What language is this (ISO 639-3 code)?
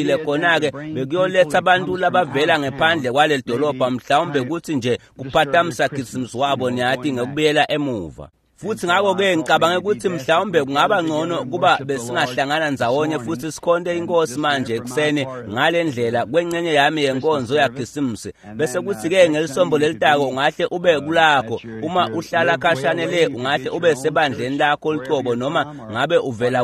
ssw